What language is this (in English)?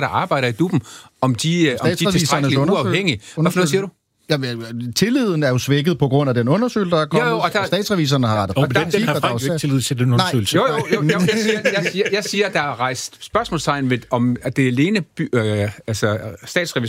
Danish